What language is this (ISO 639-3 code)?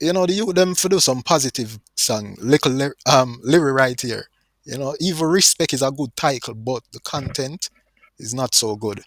jam